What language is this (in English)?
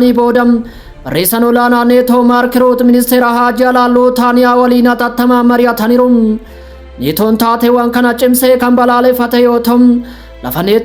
Oromo